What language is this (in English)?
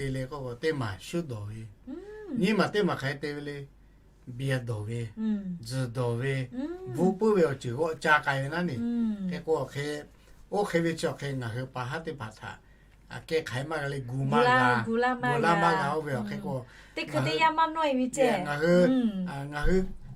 Lahu